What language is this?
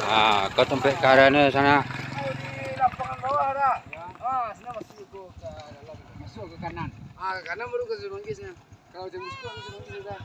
Minangkabau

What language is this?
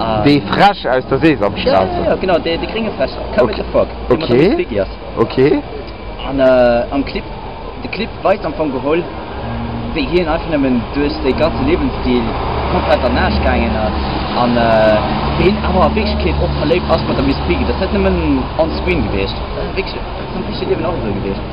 Luxembourgish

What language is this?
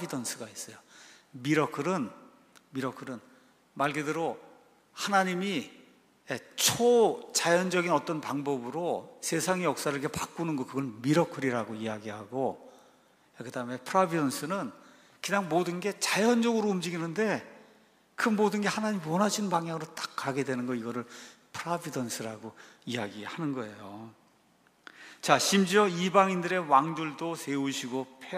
Korean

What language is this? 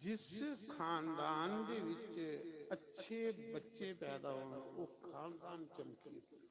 Dogri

